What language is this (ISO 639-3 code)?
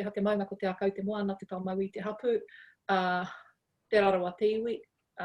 mri